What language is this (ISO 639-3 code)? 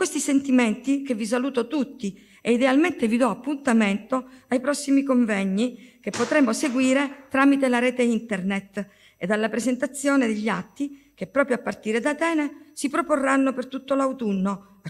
ita